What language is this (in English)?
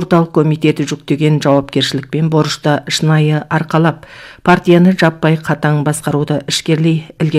Kazakh